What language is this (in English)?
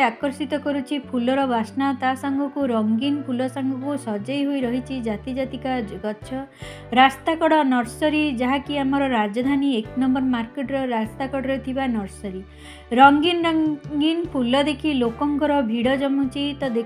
Odia